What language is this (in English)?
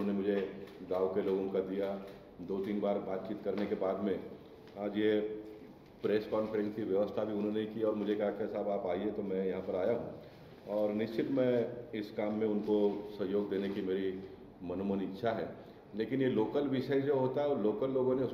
Hindi